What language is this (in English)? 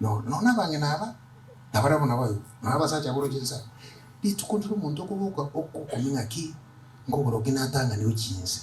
Gusii